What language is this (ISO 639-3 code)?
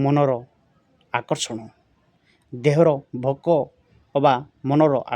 ori